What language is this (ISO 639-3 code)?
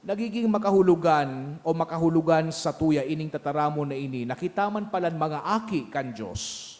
bik